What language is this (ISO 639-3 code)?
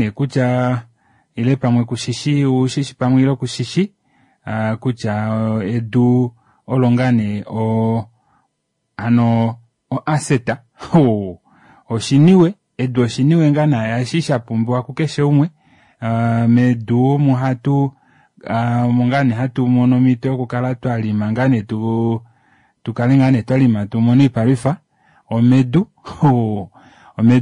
kua